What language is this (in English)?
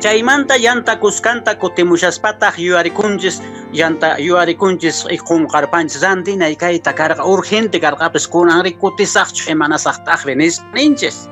Quechua